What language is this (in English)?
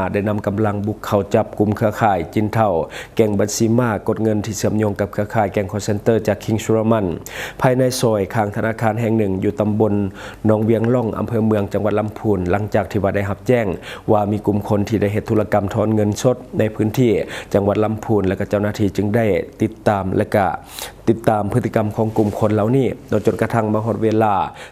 Lao